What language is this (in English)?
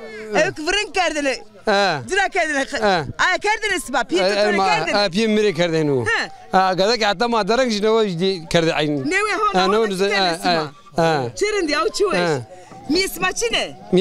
Zaza